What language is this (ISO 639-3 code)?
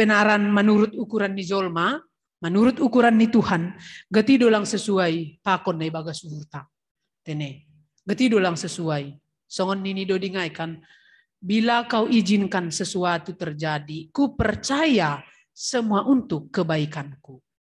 bts